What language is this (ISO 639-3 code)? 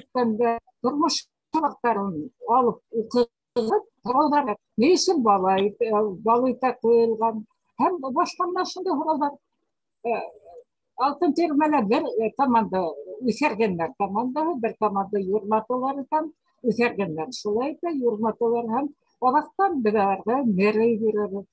bak